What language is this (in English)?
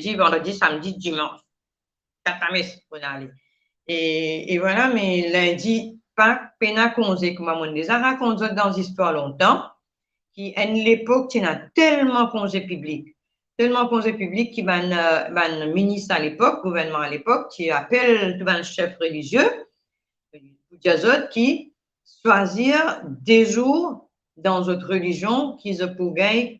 Morisyen